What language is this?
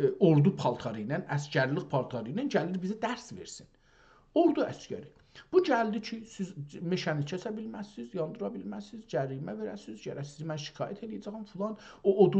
South Azerbaijani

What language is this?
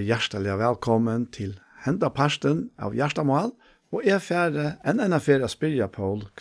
Faroese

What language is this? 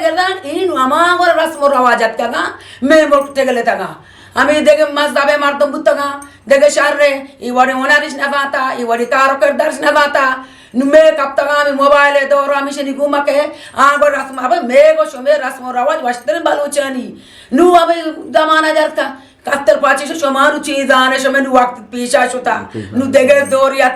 Eastern Balochi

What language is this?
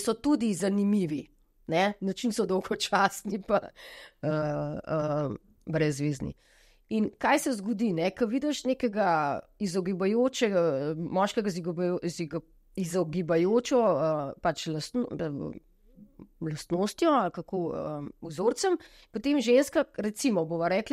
Slovenian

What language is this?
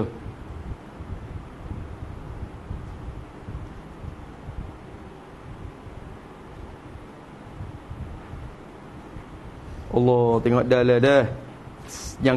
Malay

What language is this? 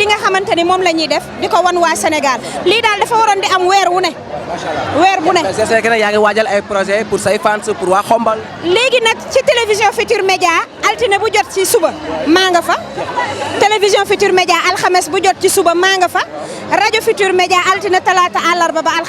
Wolof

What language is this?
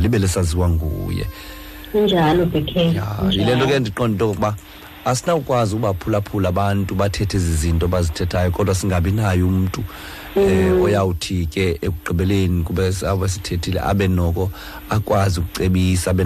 Xhosa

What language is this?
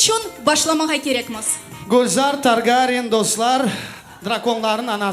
Crimean Tatar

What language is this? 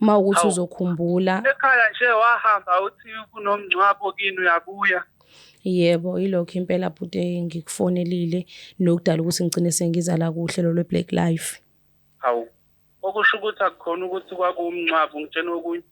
Zulu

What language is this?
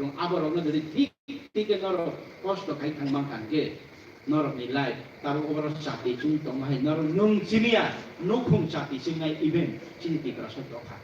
Kok Borok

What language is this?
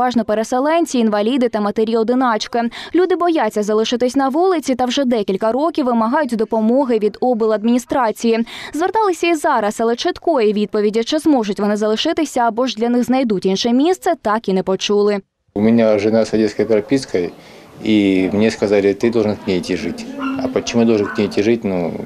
Ukrainian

